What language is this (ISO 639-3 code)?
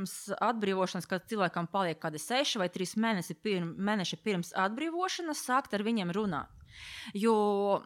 lav